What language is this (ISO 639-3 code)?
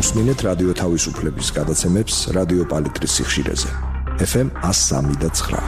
kat